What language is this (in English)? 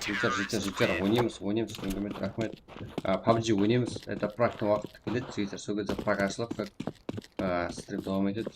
Kara-Kalpak